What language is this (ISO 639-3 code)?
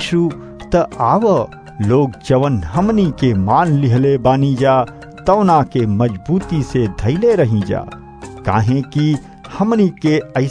bho